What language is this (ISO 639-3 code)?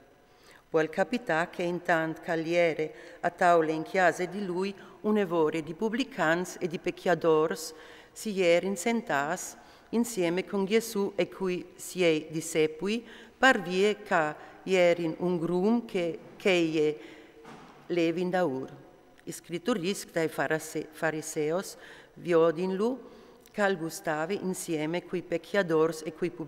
fur